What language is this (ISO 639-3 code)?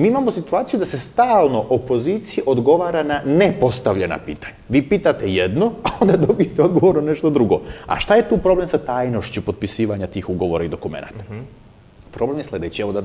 srp